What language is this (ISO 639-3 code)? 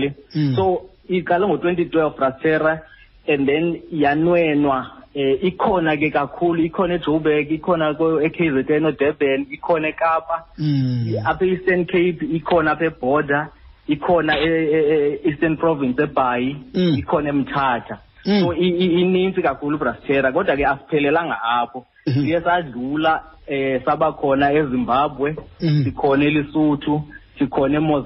xho